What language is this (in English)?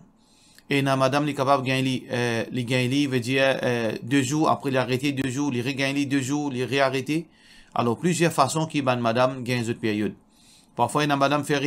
Morisyen